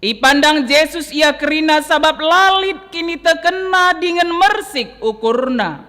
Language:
Batak Karo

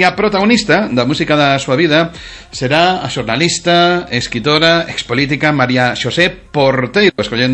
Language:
Galician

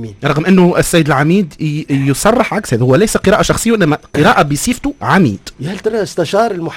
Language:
Tunisian Arabic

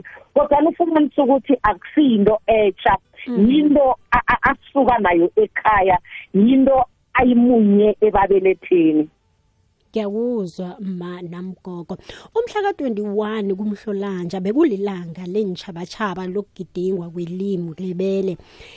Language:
South Ndebele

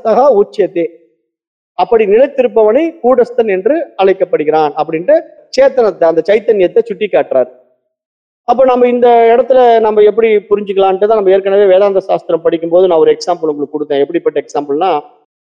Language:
Tamil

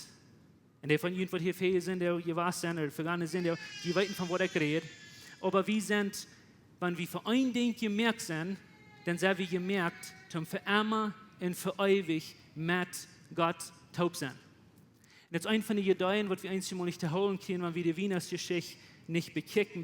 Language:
Plautdietsch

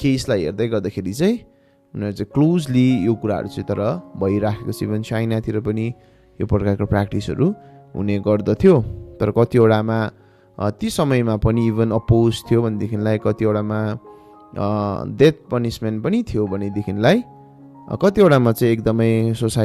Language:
Nepali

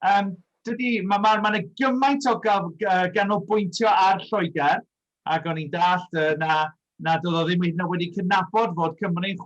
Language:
Welsh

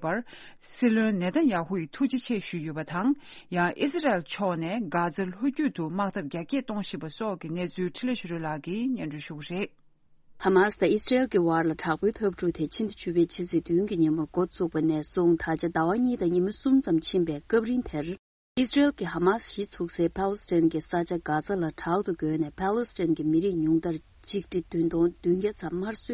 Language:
Tibetan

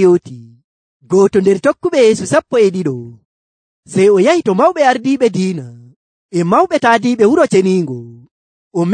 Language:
Nigerian Fulfulde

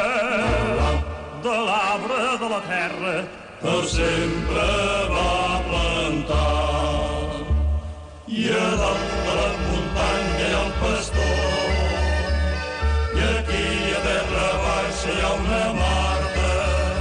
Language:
Catalan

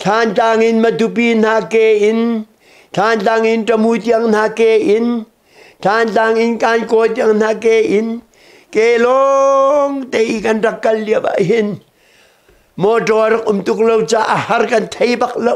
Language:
Hakha Chin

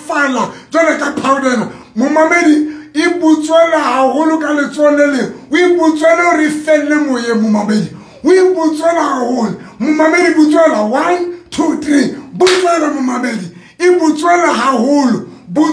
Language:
Southern Sotho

